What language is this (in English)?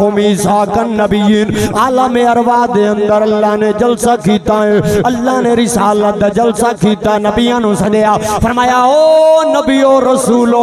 Saraiki